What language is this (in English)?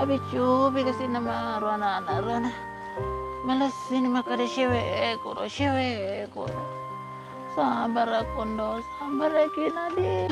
Buginese